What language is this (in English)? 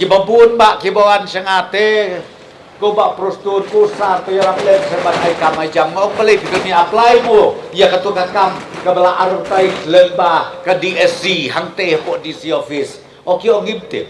Khasi